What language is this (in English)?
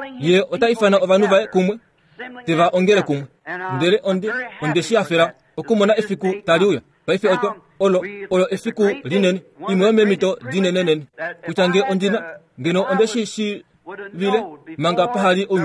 Kuanyama